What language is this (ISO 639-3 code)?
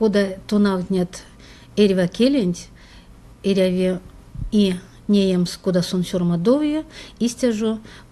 myv